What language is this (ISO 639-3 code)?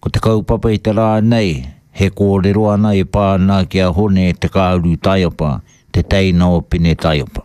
mri